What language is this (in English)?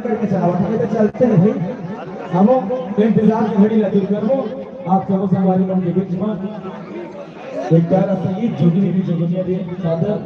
Chhattisgarhi